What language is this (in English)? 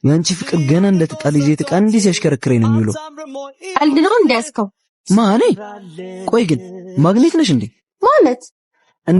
Amharic